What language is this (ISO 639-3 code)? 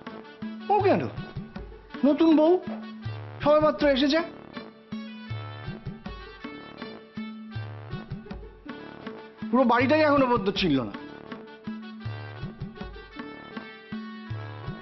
ben